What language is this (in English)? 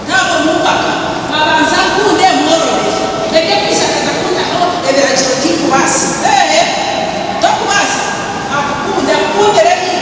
Nyankole